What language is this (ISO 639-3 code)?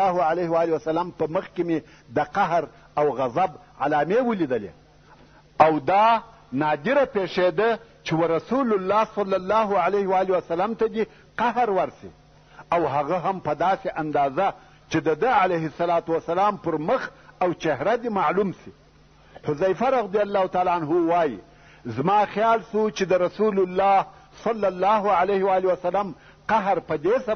pus